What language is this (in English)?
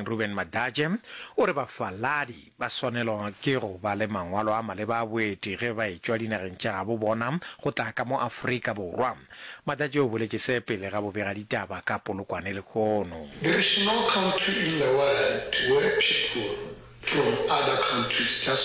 Northern Sotho